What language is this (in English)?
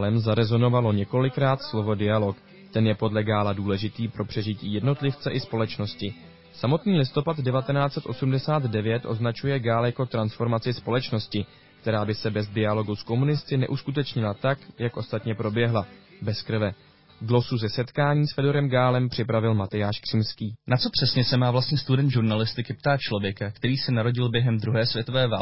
Czech